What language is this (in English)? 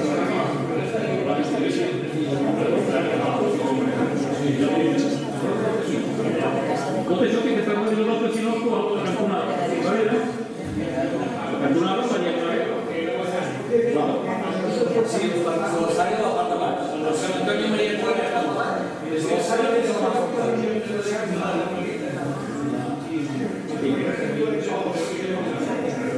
Catalan